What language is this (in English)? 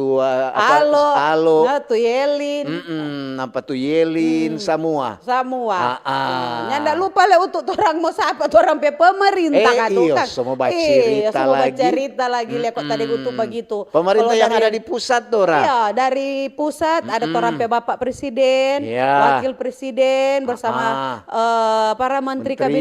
Manado Malay